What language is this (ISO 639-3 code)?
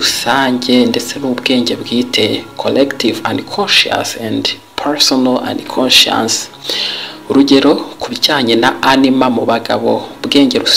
kin